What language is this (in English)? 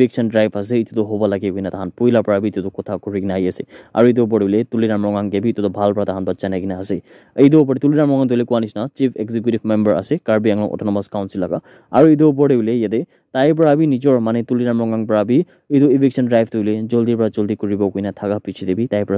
Naga Pidgin